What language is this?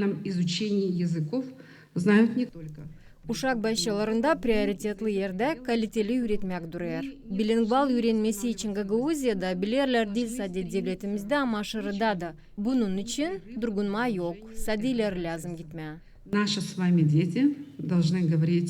Gagauz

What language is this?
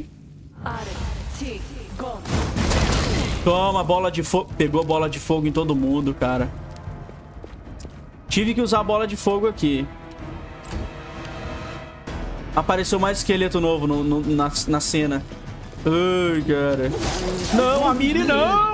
Portuguese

